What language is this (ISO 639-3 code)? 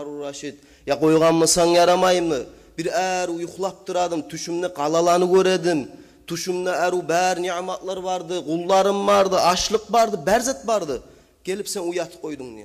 kum